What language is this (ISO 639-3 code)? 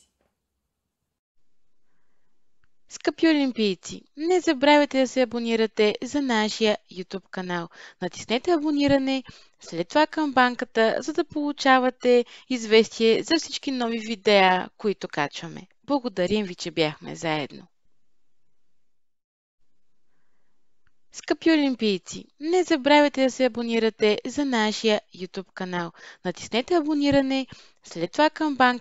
bul